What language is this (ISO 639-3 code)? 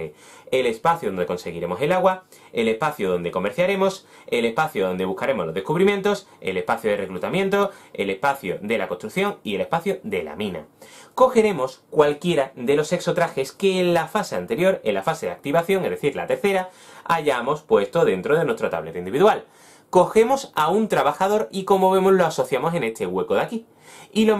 spa